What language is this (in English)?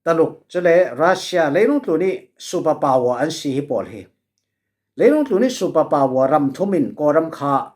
Falam Chin